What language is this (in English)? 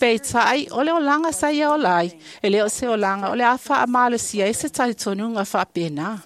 Samoan